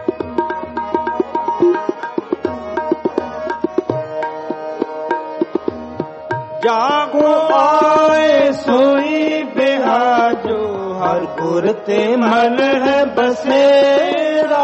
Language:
Punjabi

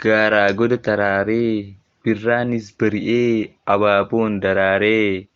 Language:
Oromo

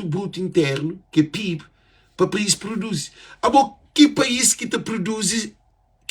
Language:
Kabuverdianu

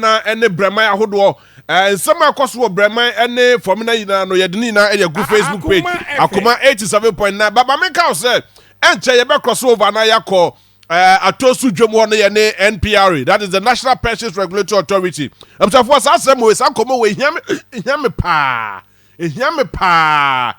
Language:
Akan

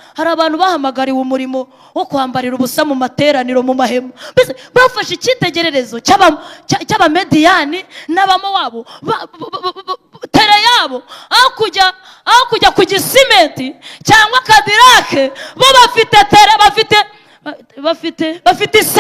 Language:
Kinyarwanda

